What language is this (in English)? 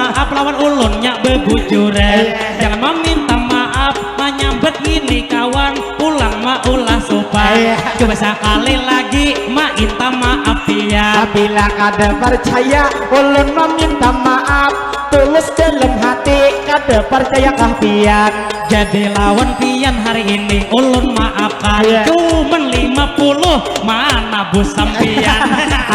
Banjar